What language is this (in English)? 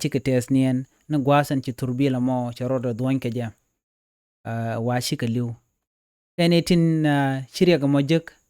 Nuer